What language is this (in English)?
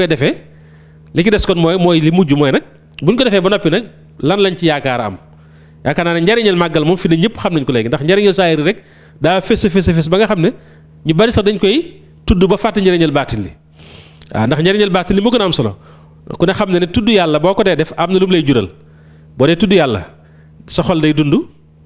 Wolof